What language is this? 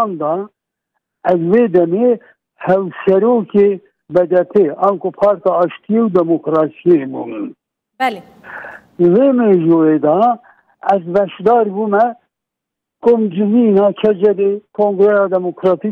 Kurdish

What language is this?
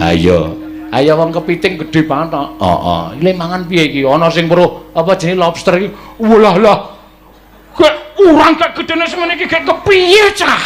Javanese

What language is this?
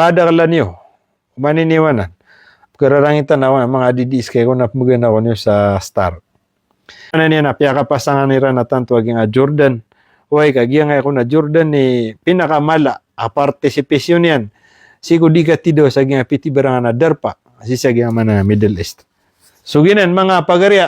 Maranao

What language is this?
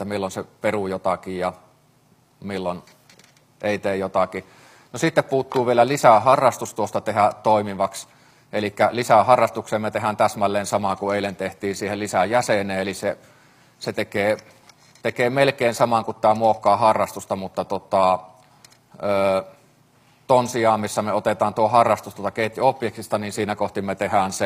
Finnish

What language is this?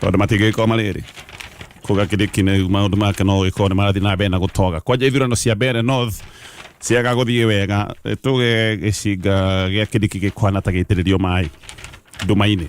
Kikuyu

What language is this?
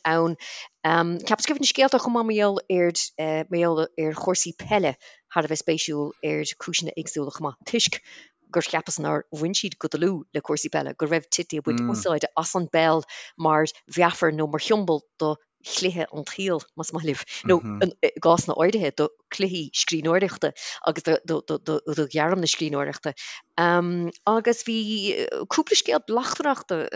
Irish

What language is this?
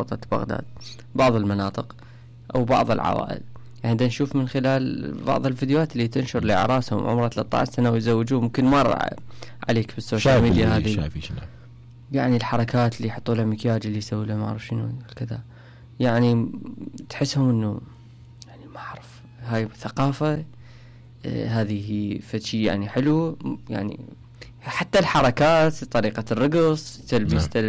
Mesopotamian Arabic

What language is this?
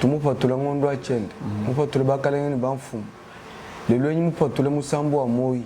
Luba-Lulua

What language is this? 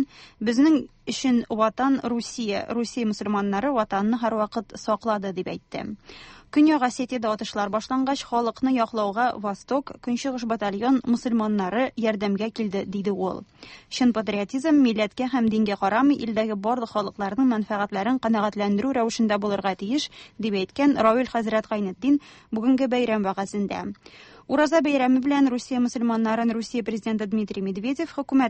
Tatar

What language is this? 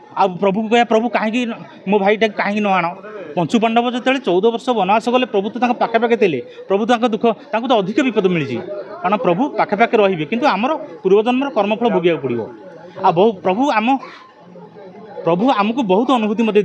Odia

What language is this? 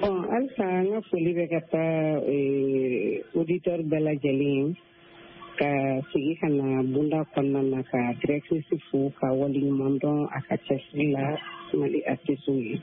Bambara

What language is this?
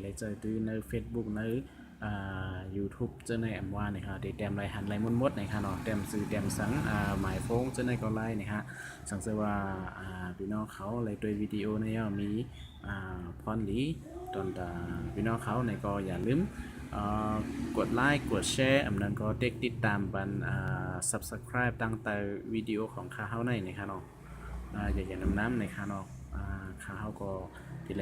Shan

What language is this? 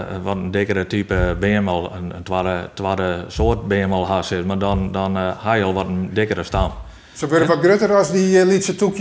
Western Frisian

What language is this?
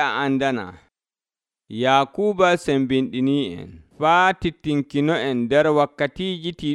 Nigerian Fulfulde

